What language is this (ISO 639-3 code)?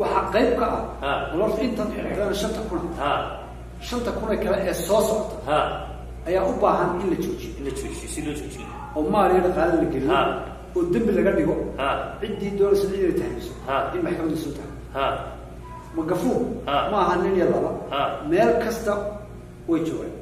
som